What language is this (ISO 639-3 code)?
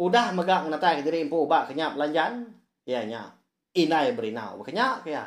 iba